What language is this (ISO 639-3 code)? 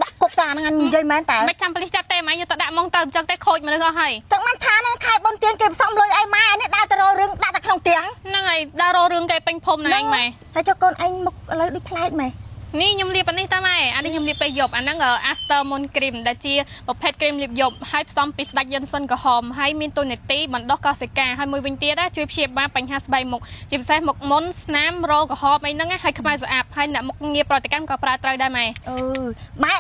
khm